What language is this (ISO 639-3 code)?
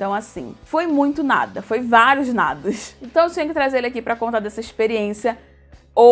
por